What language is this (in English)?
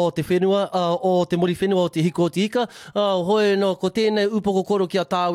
Māori